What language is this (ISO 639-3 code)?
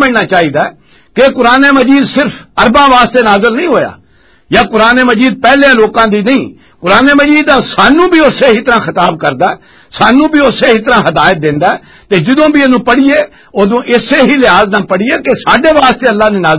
lah